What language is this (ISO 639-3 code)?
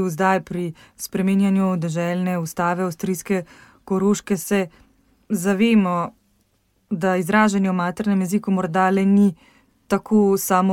slv